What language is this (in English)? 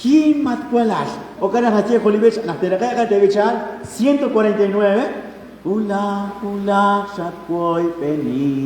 Kekchí